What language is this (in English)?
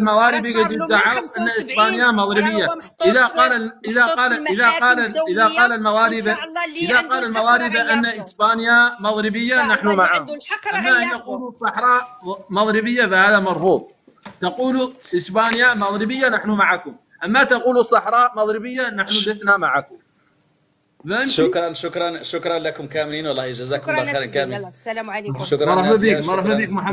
Arabic